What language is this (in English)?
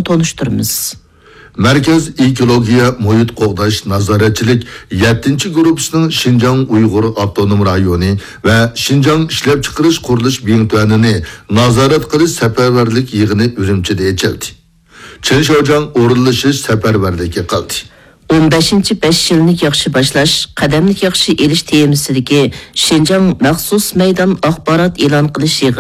Uyghur